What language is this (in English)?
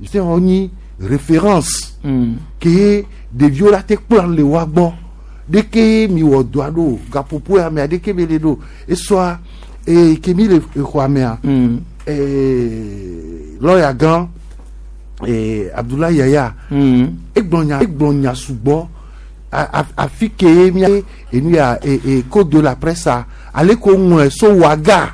Gen